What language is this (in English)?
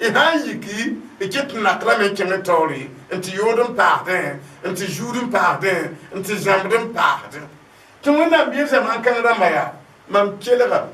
Mossi